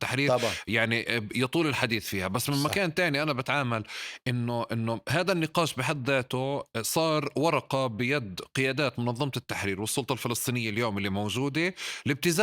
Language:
North Levantine Arabic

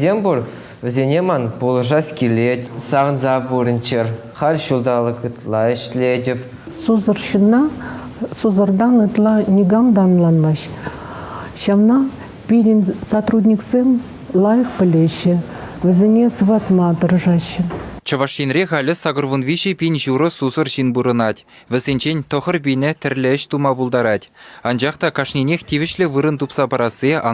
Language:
Chuvash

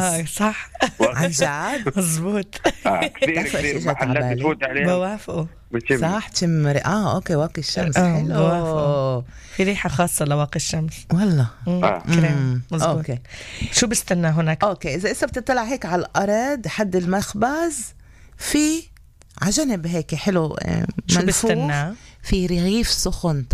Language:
North Levantine Arabic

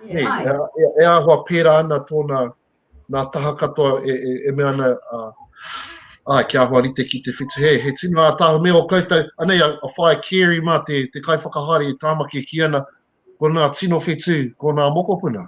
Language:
Māori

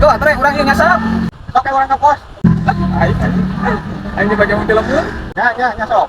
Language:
Sundanese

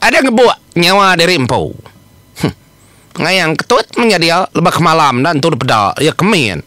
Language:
Iban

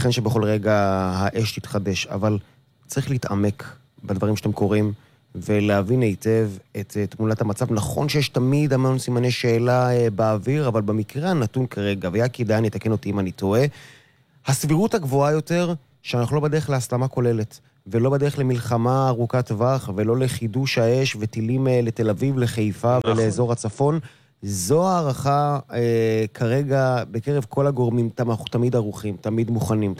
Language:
Hebrew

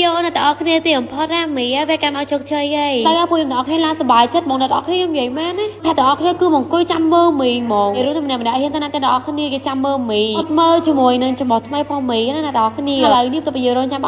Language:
Khmer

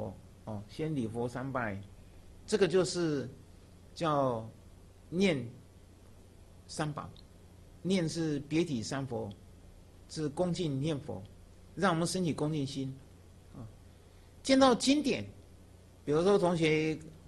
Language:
Chinese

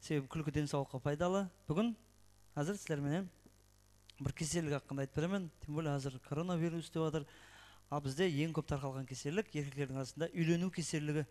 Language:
Kara-Kalpak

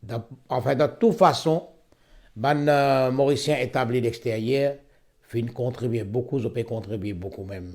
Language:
Morisyen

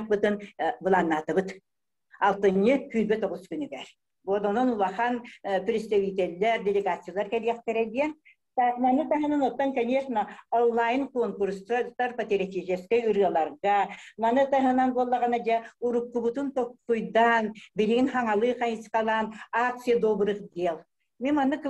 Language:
Yakut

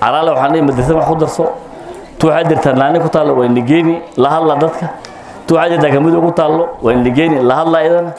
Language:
Somali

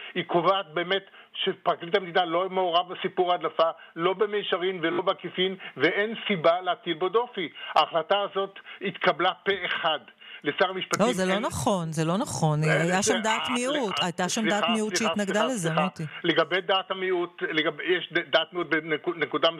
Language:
Hebrew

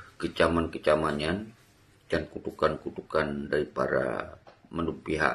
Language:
Achinese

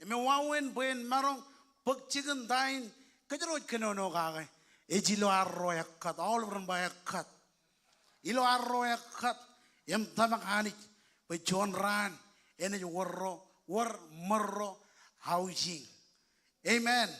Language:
Marshallese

